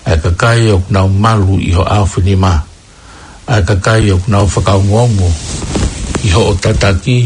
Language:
Tongan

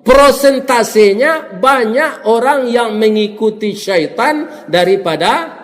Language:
Minangkabau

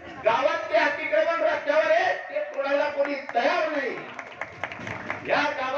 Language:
Marathi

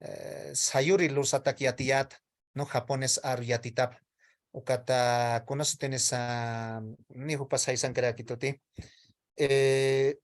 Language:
Aymara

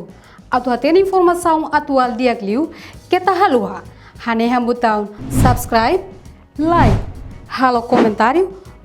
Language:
Tetum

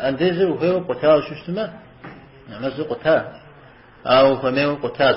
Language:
Kabardian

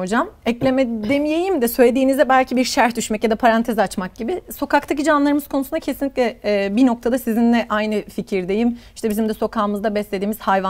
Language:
Turkish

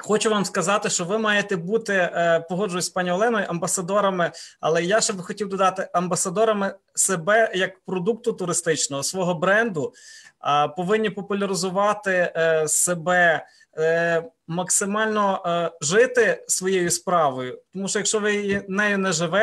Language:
Ukrainian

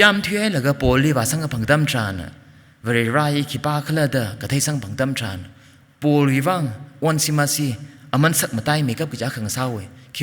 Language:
Tangkhul Naga (India)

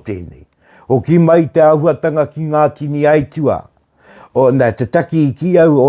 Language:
Māori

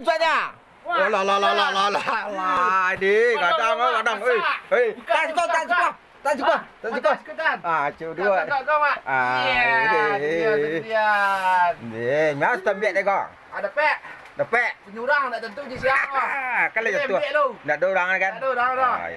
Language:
Minangkabau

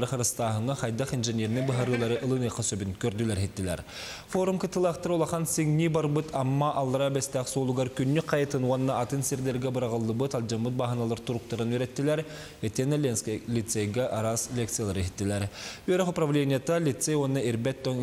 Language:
Yakut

